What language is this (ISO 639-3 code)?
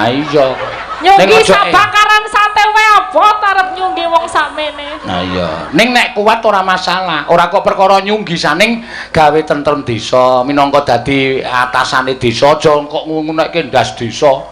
jav